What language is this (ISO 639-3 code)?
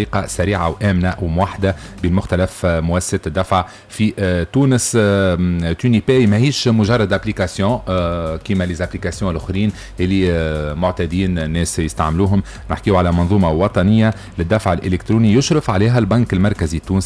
aeb